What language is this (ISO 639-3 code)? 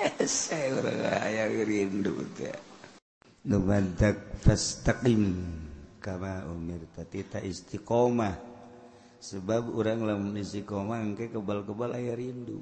sun